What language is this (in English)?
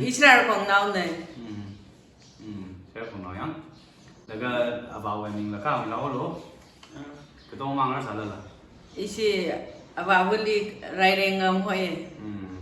Tangkhul Naga (India)